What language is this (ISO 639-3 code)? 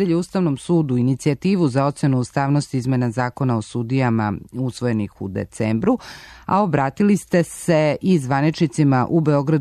srp